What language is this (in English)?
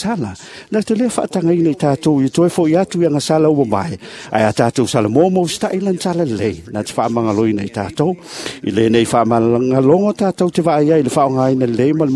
Samoan